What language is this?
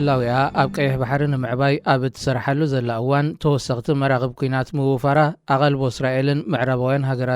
Tigrinya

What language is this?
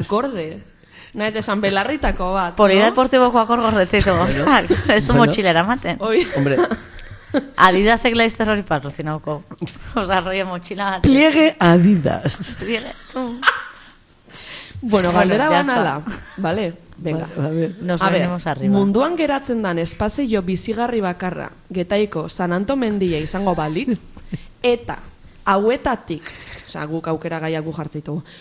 Basque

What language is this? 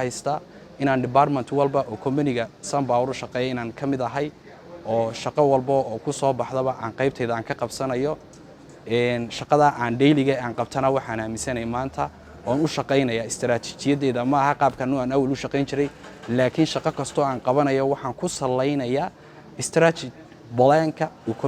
Somali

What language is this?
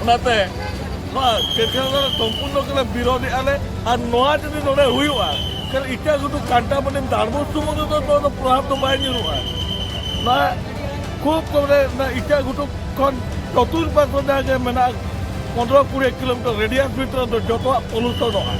Santali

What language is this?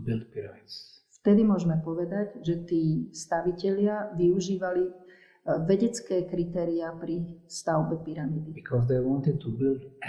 Slovak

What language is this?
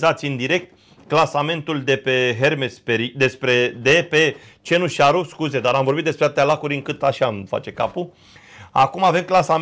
Romanian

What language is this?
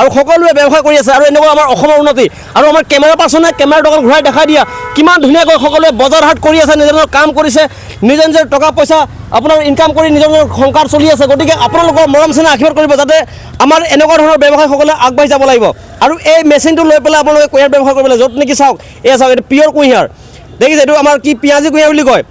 Assamese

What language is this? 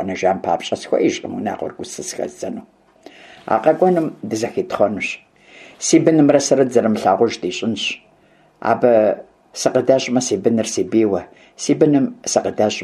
Kabardian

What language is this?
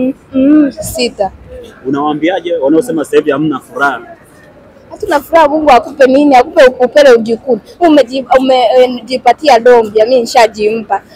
Swahili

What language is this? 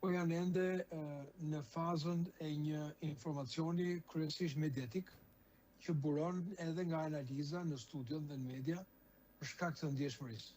Albanian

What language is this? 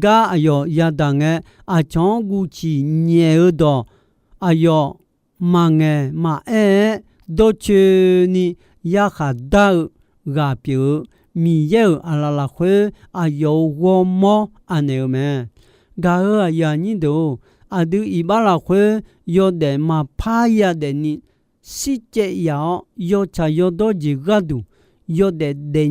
Akha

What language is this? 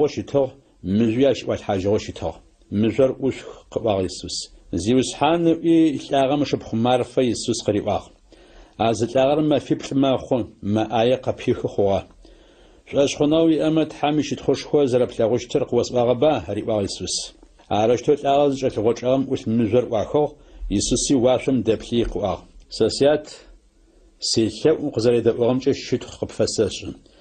Adyghe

